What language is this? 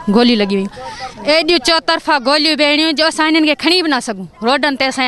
Sindhi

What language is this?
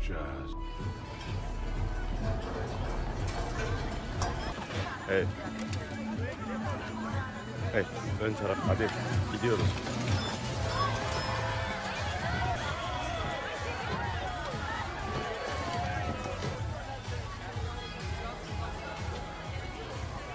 Turkish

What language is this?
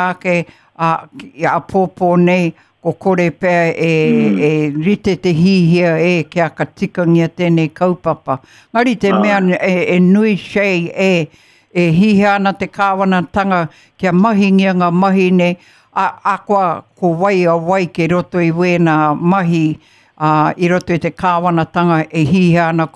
Māori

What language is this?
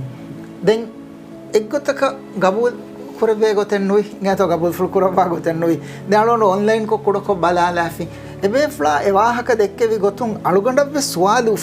Divehi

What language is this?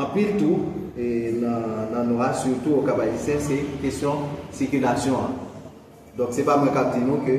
Haitian Creole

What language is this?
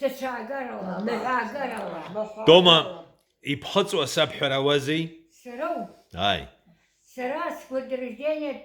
Abkhazian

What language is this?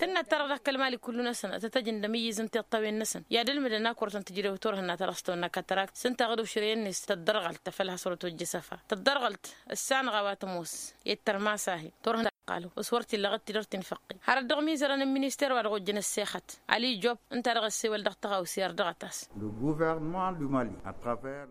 Tamasheq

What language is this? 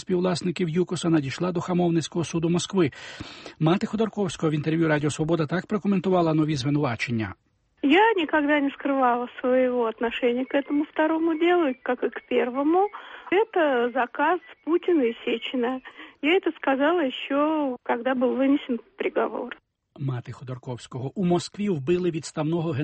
Ukrainian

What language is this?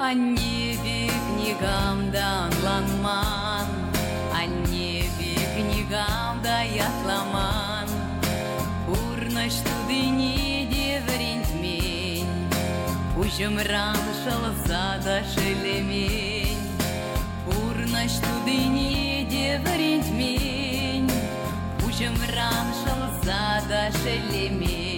Chuvash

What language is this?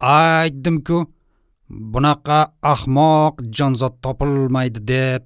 Uzbek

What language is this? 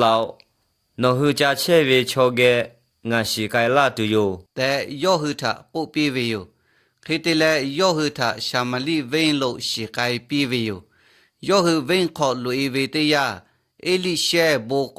Lahu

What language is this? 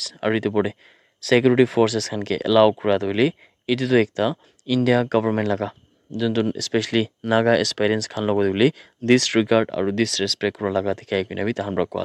Naga Pidgin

